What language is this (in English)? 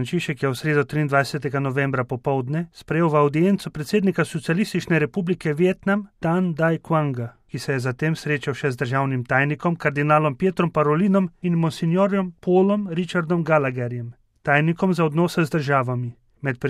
Slovenian